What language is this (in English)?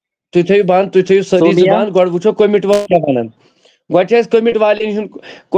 Kashmiri